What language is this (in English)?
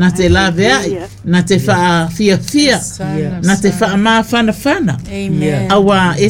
Samoan